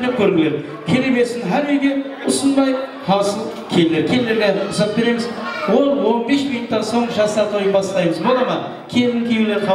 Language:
Kara-Kalpak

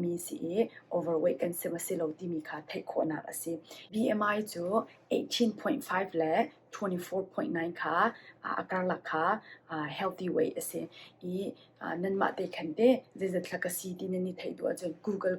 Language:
Hakha Chin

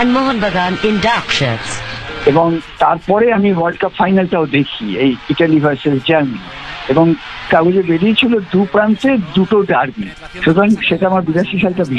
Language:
Bangla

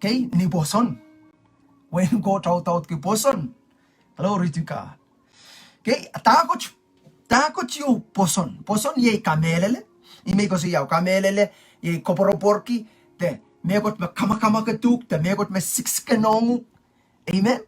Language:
Pohnpeian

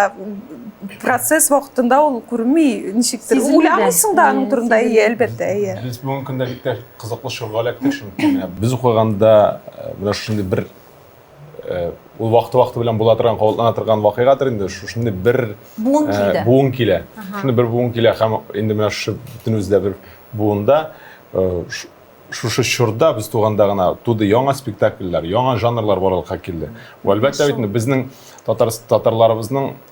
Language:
Tatar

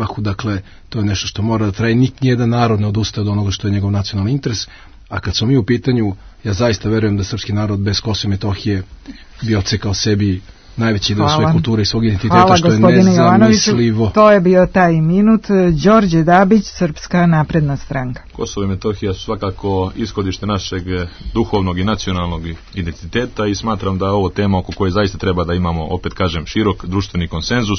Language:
Serbian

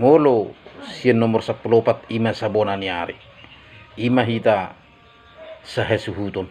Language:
Batak Toba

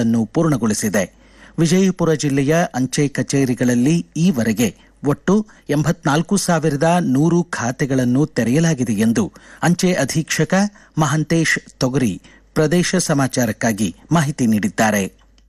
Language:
Kannada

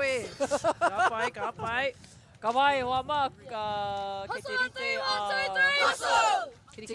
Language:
Māori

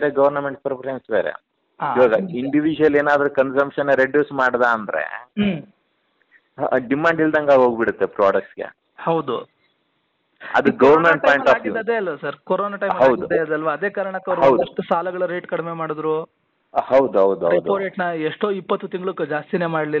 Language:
Kannada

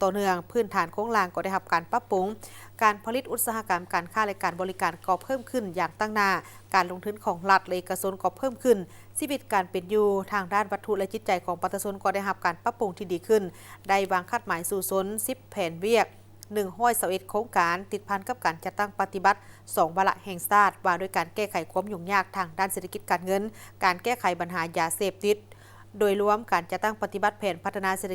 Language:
Lao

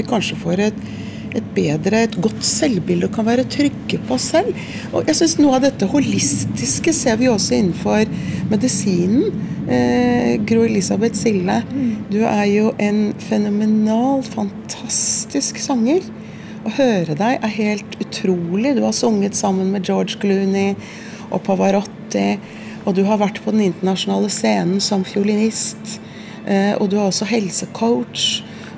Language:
Norwegian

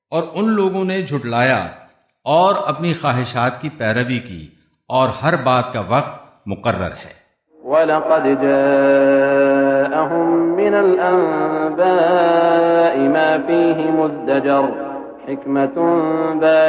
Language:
Urdu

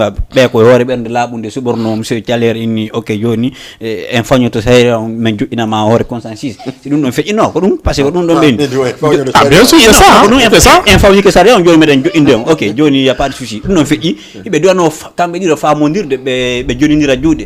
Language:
Fula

